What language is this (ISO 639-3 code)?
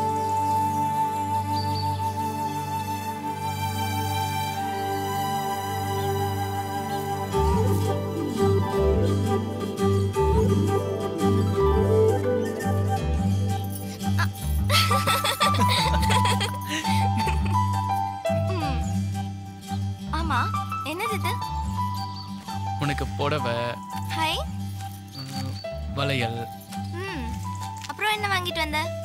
tam